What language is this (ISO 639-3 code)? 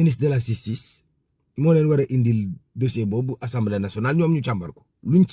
wol